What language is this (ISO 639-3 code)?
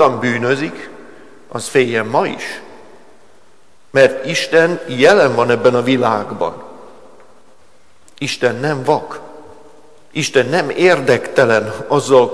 hun